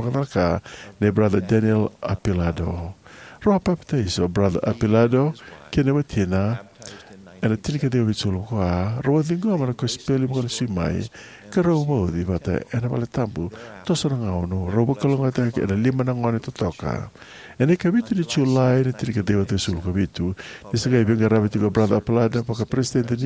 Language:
Fijian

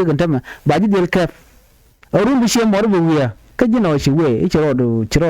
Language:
Nuer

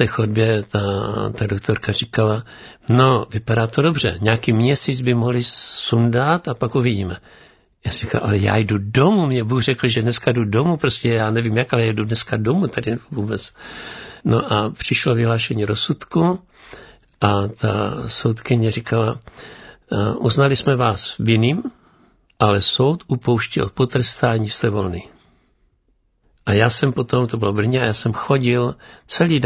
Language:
Czech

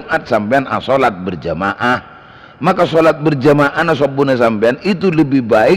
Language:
Madurese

